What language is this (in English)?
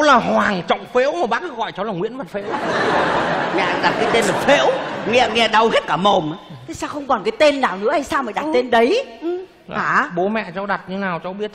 Vietnamese